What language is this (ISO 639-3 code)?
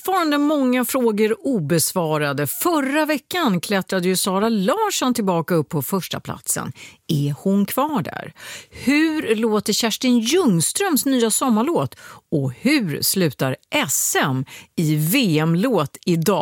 swe